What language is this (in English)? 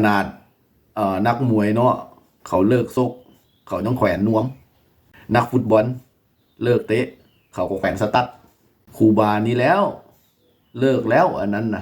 Lao